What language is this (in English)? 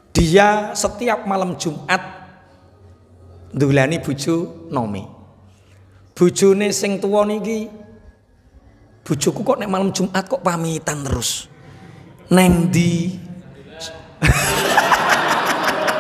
Javanese